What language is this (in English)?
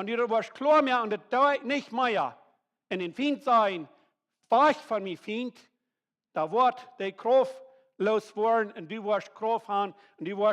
Plautdietsch